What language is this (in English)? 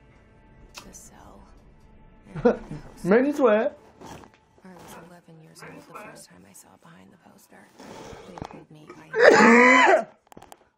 English